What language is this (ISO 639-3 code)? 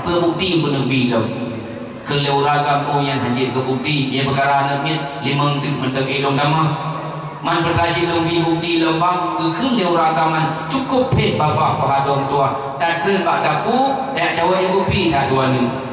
ace